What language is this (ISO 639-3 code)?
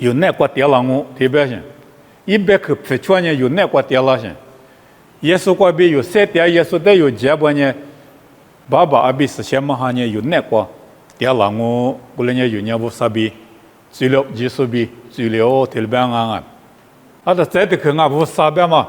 lis